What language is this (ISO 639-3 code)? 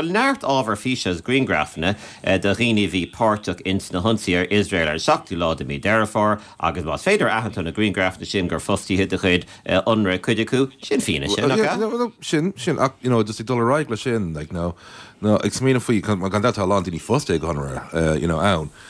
gle